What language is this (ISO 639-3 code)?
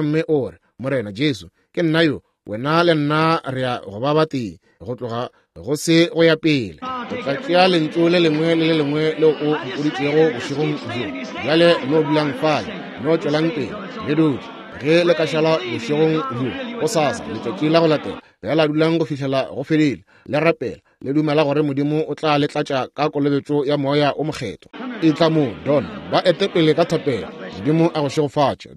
nso